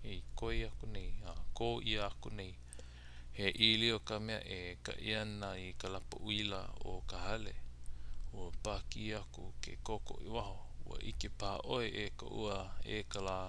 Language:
Hawaiian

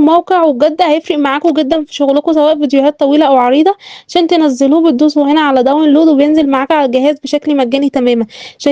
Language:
Egyptian Arabic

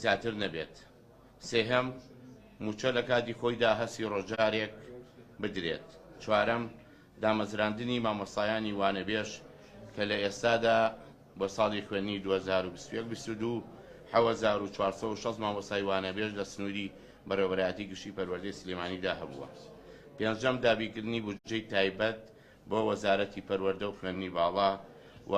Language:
Central Kurdish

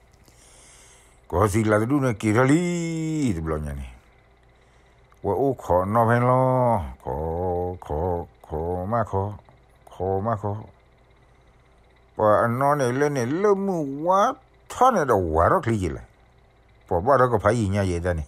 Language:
S'gaw Karen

